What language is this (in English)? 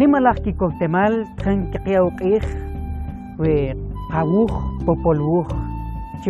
Kʼicheʼ